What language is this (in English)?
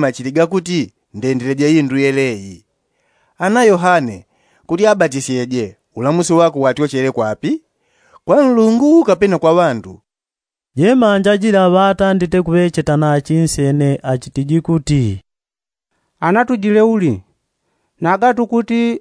Yao